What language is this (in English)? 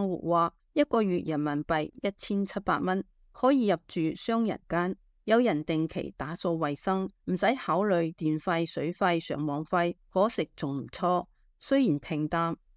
Cantonese